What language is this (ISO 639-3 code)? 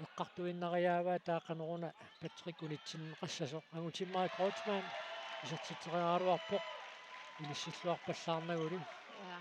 kal